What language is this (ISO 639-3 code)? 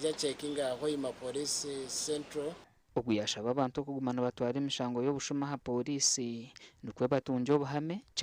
nyn